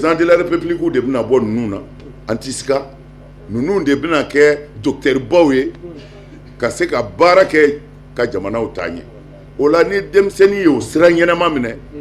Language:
Bambara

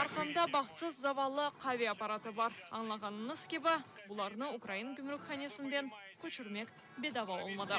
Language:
Crimean Tatar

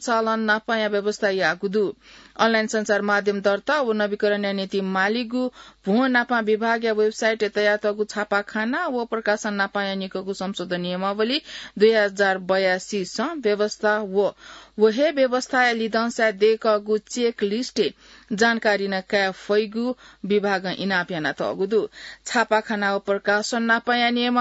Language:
Newari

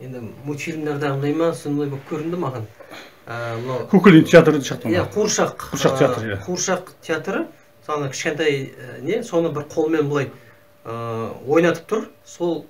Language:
Kazakh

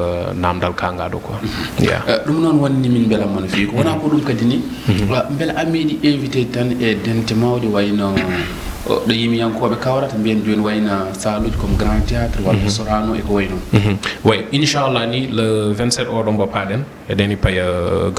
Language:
Fula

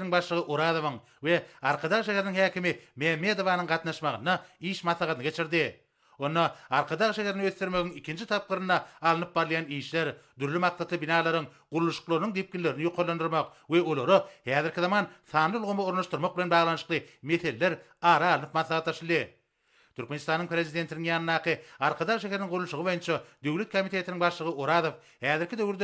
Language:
Turkmen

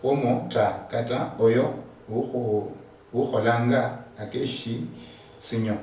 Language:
Luyia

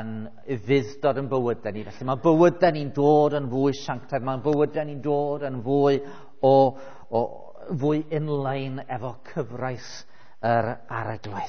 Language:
Welsh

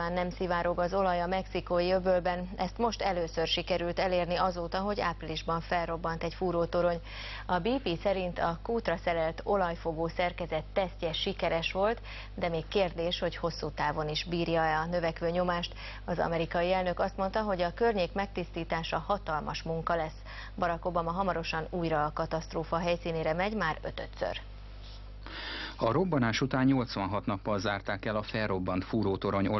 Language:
Hungarian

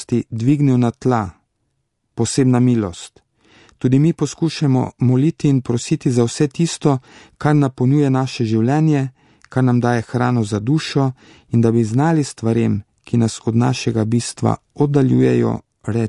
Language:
Slovenian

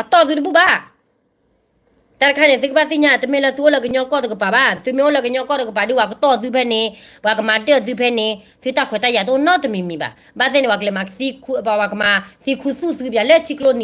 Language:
S'gaw Karen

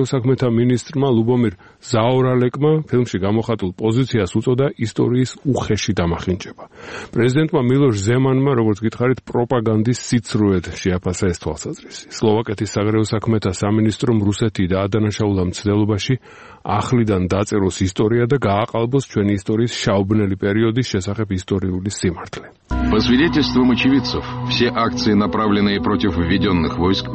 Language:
Georgian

